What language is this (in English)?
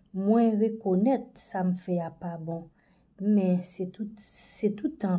Haitian Creole